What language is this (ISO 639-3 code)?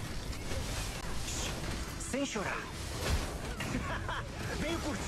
por